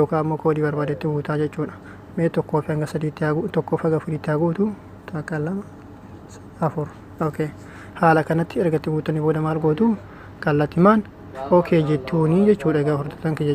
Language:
Oromo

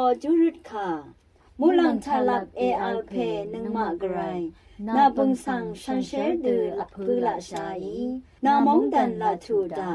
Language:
Rawang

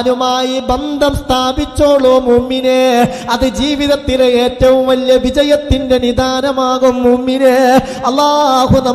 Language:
Malayalam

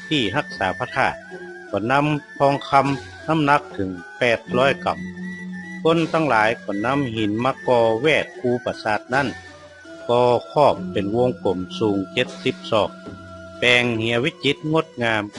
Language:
Northern Thai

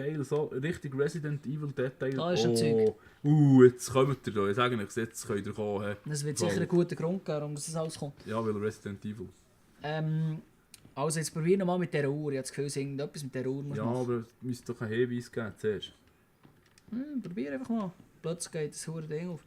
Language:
Swiss German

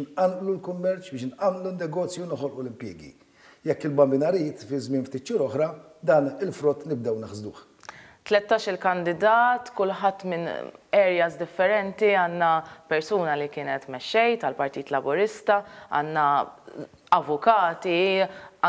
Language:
Maltese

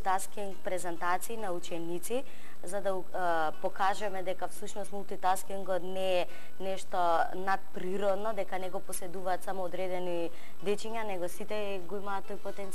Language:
Macedonian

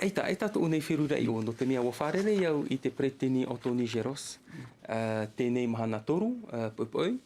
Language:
Tahitian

